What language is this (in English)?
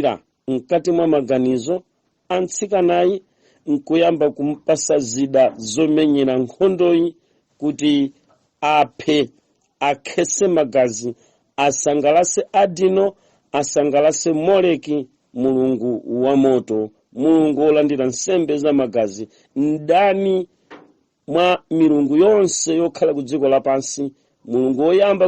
Nyanja